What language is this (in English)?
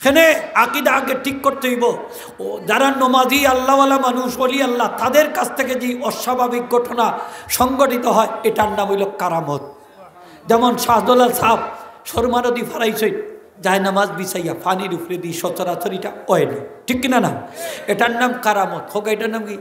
Sylheti